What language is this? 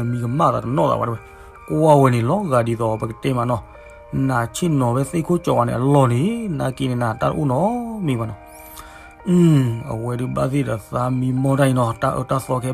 S'gaw Karen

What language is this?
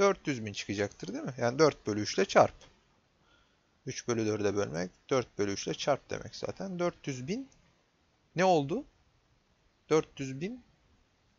Turkish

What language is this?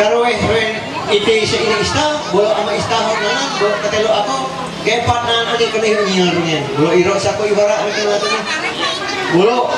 Ma'anyan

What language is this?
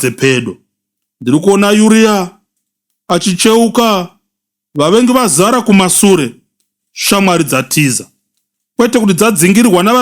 Shona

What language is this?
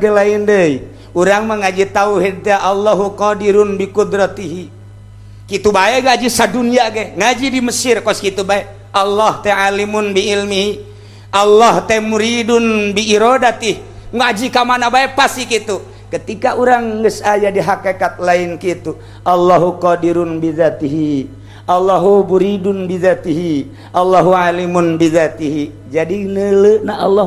Sundanese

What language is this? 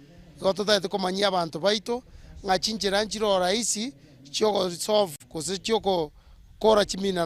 Gusii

